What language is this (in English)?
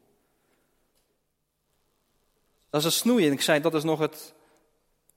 Dutch